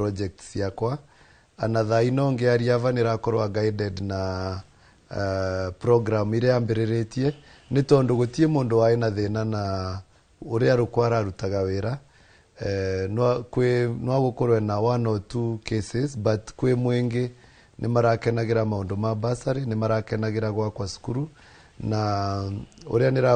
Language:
Kikuyu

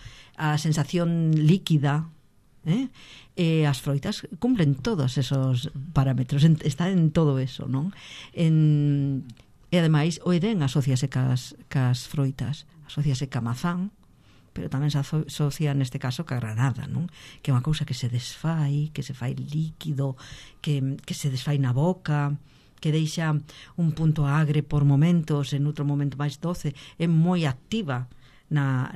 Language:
Galician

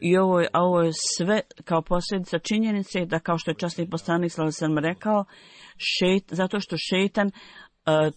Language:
Bosnian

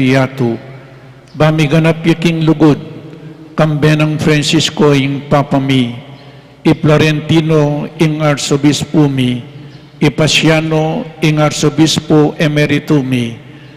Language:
Pampanga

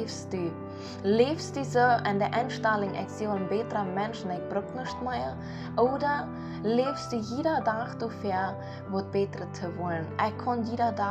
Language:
Plautdietsch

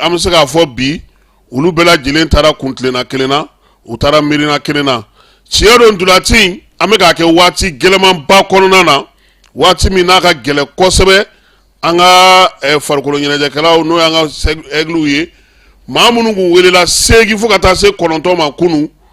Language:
Bambara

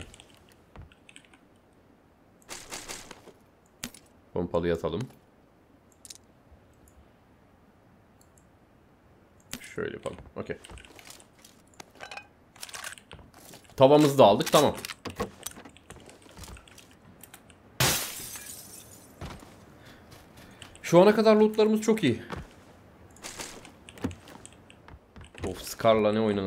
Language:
Turkish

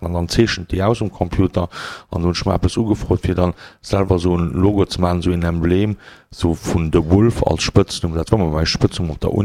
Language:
Luxembourgish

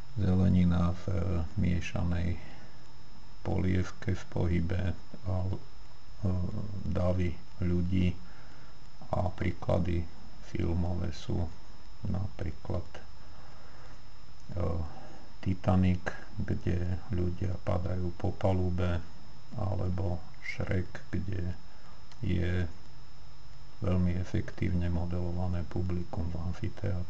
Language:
Slovak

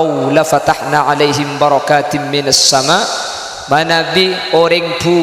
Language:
Madurese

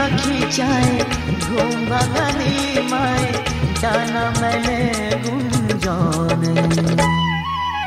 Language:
Bangla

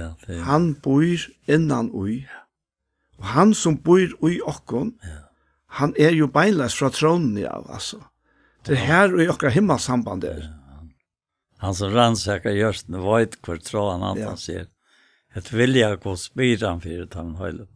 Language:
Faroese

